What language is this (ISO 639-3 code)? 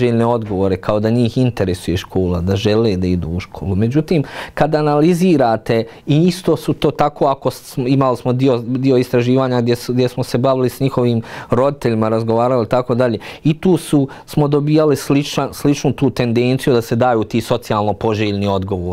bos